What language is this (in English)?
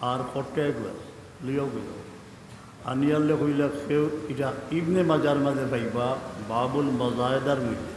Sylheti